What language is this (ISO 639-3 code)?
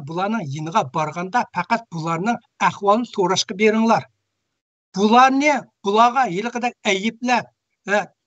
uig